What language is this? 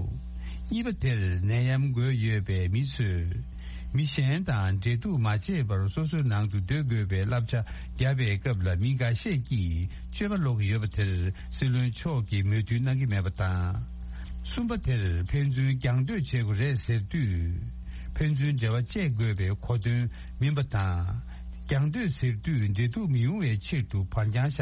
Tibetan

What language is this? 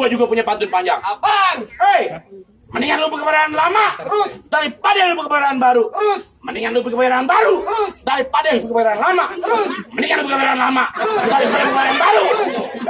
Betawi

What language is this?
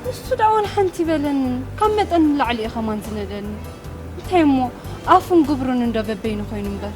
Tigrinya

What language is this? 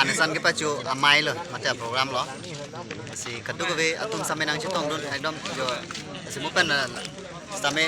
Karbi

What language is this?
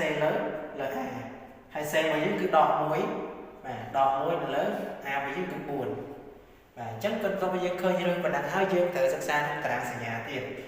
Khmer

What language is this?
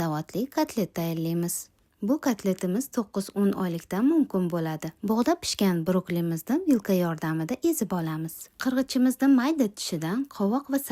Uzbek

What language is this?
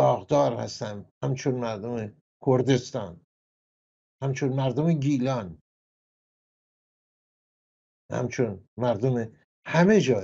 Persian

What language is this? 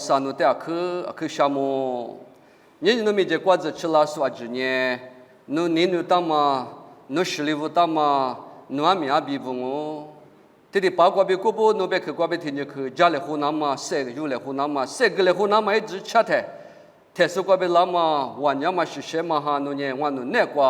Lisu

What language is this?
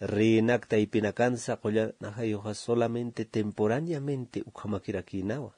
Aymara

